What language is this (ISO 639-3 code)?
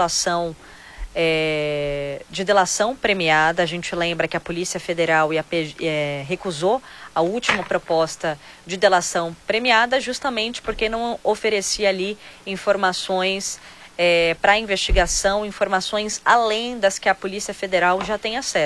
por